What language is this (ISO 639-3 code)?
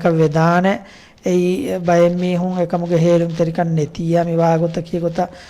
div